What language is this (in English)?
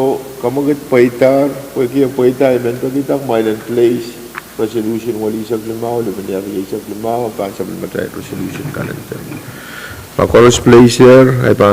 Pohnpeian